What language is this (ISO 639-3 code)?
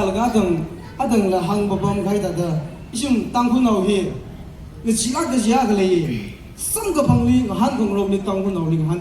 nmf